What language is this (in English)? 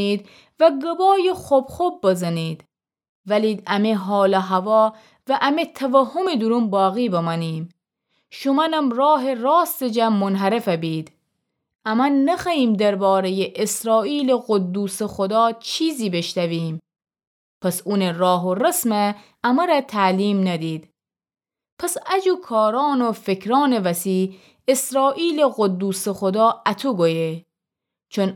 Gilaki